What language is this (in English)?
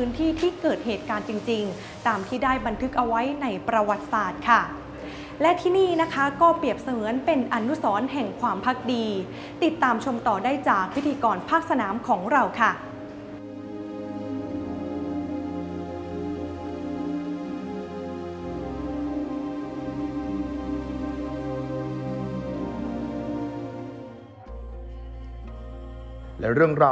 Thai